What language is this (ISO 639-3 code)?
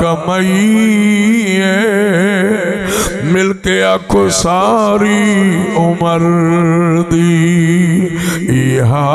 skr